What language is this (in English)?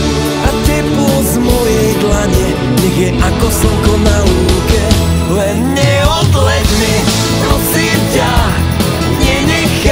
Slovak